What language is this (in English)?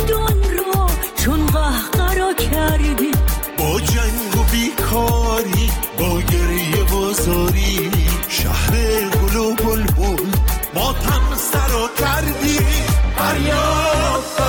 Persian